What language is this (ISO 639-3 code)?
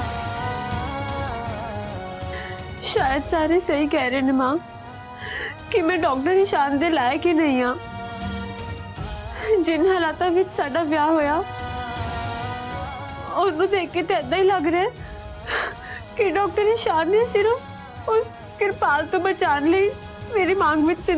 pan